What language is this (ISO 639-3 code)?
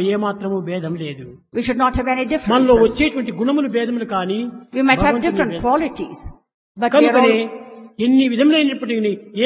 tel